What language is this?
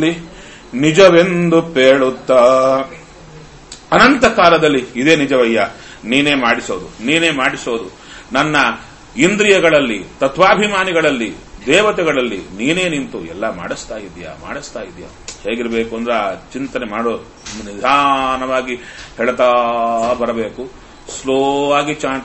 Kannada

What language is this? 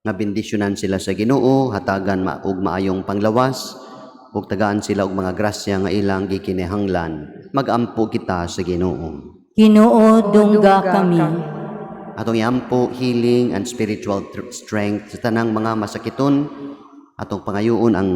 Cebuano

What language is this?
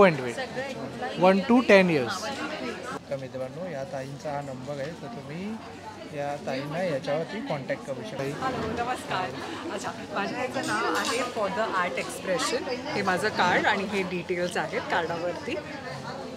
Marathi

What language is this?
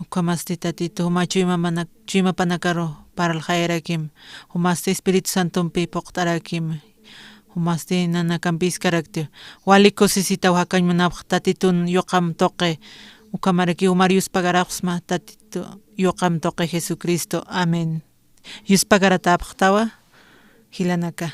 Aymara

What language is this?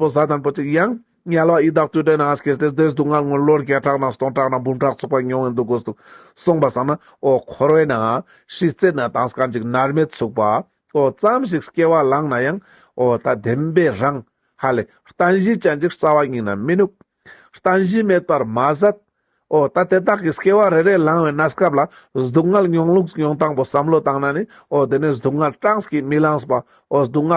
Ladakhi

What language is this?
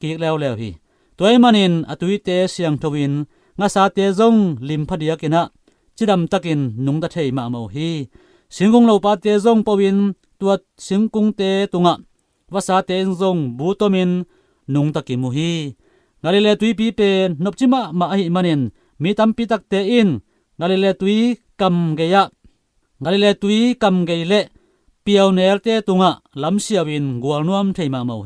Tedim Chin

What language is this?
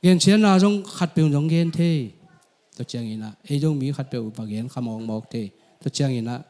Tedim Chin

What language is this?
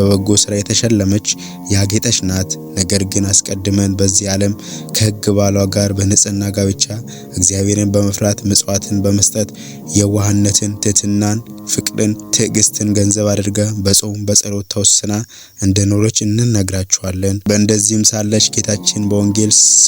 Amharic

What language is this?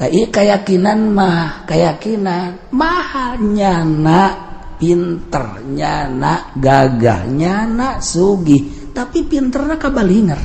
Sundanese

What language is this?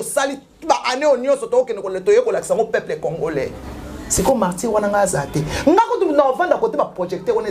Lingala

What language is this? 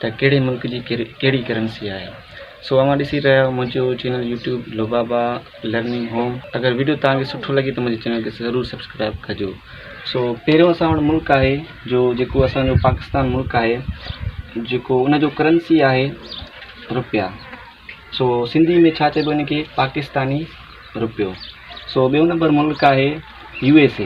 Sindhi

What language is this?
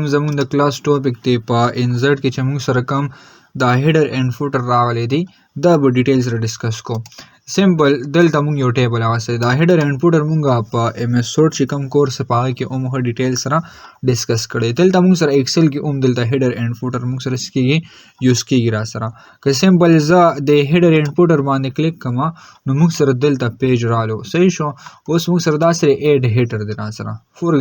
Pashto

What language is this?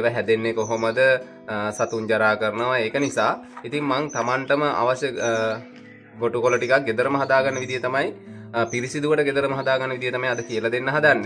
Sinhala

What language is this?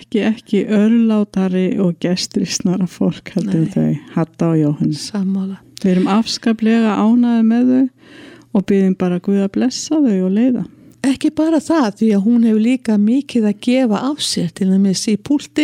Icelandic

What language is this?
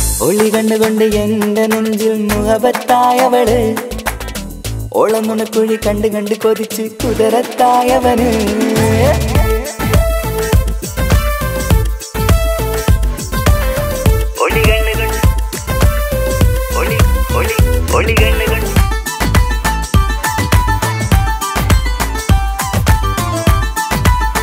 Malayalam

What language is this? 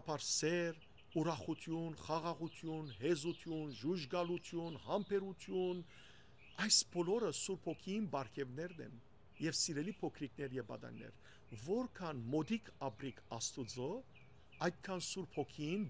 Western Armenian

